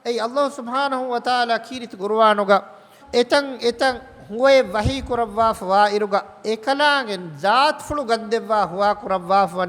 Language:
Divehi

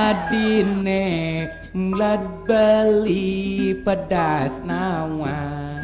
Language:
Balinese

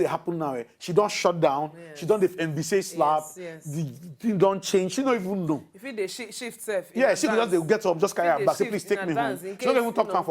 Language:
Nigerian Pidgin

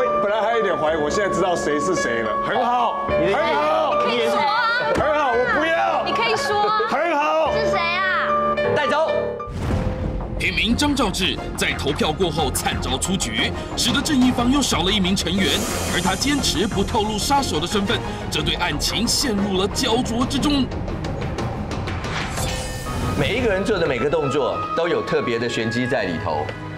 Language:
Chinese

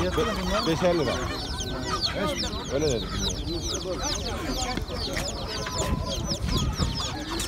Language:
Turkish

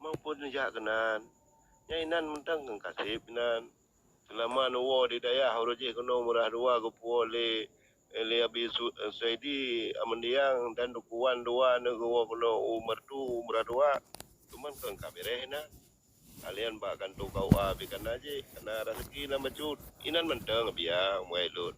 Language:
Achinese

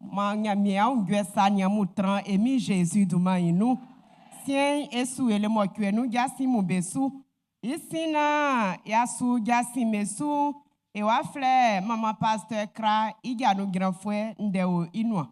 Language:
Baoulé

